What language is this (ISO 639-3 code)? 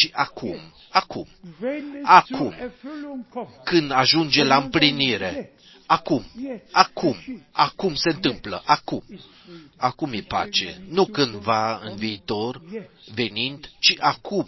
ron